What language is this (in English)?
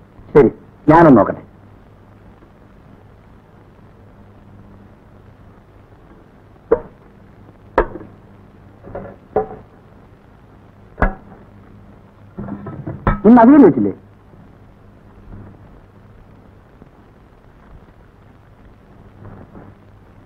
Malayalam